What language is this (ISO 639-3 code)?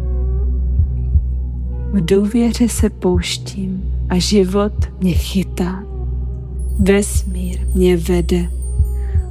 ces